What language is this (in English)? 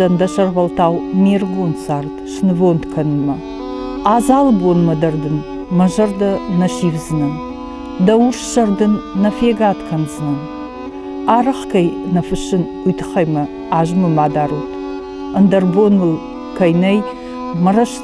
Ossetic